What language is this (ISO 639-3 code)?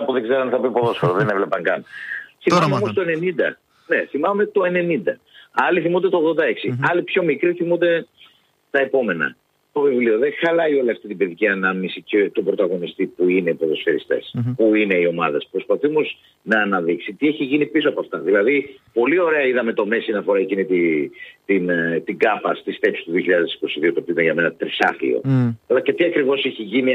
ell